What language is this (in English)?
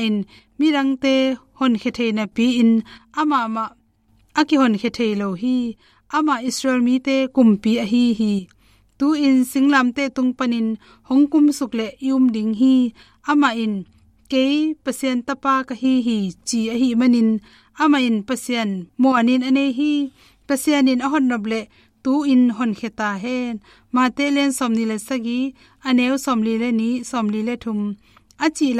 Tedim Chin